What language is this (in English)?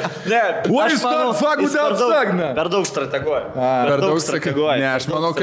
Lithuanian